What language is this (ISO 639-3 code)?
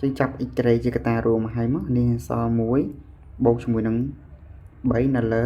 khm